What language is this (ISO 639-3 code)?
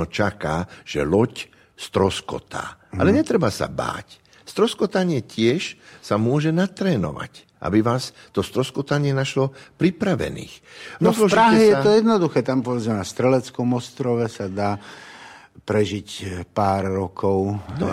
slk